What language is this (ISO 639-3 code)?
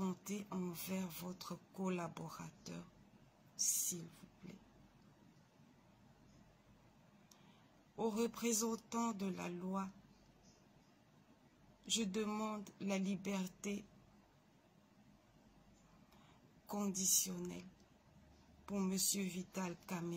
fra